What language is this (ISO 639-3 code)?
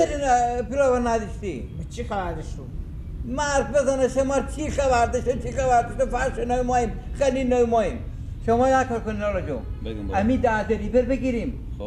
fas